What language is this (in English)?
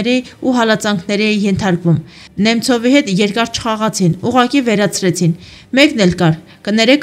Armenian